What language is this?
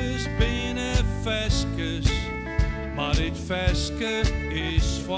Western Frisian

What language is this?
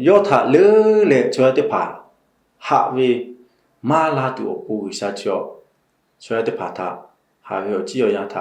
Lahu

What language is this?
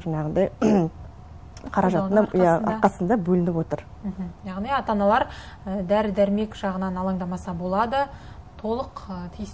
Kazakh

